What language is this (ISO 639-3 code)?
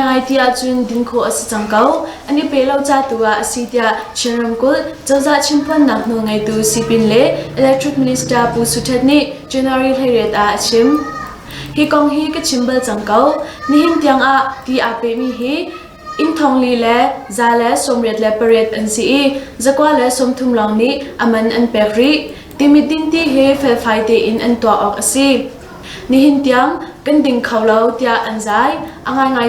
cnh